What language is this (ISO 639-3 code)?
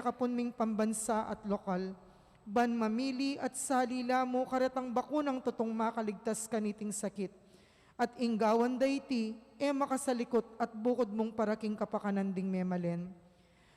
pam